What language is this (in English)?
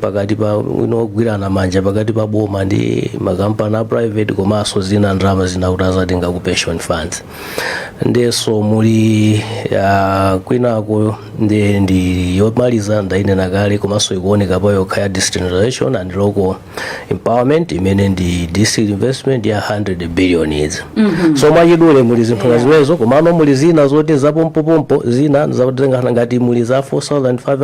Nyanja